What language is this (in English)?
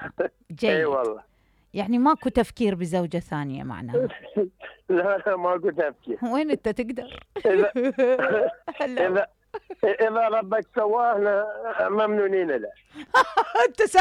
Mesopotamian Arabic